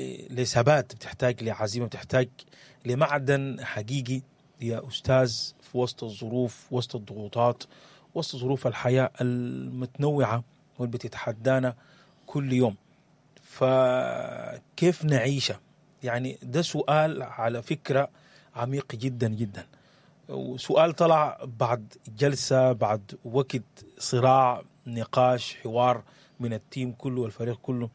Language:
Sudanese Arabic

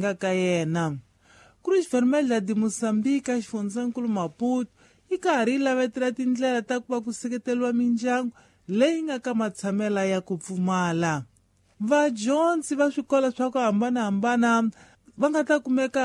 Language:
Tsonga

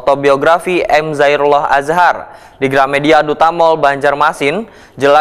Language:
Banjar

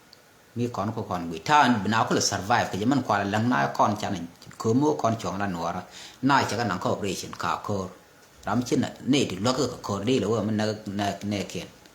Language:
Nuer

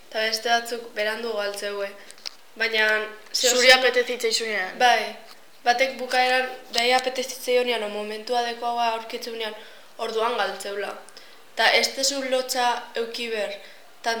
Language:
Basque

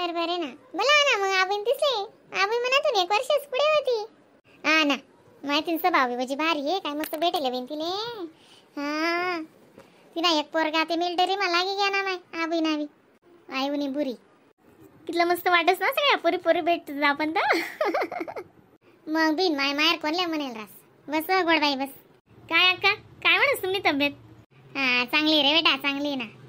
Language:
Khandesi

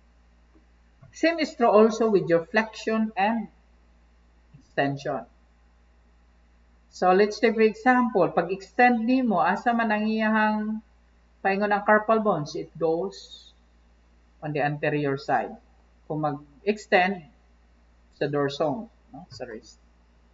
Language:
Cebuano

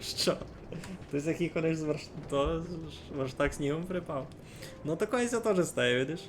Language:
Rusyn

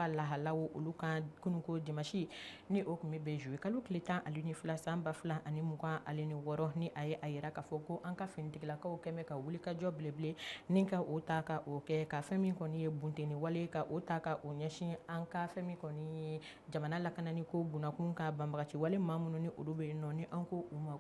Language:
Bambara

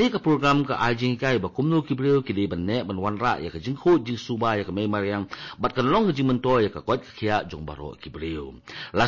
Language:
Khasi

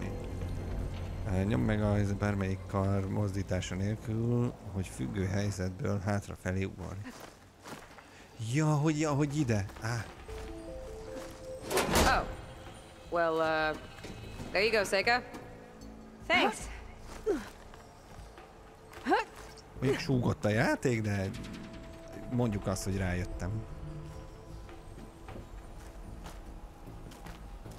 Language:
Hungarian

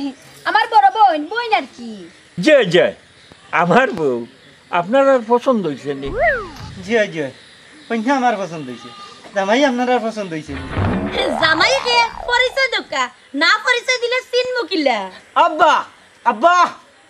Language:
Sylheti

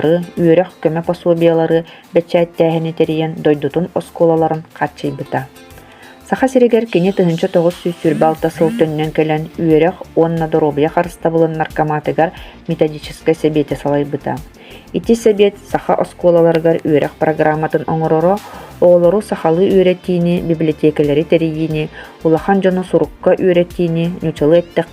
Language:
Yakut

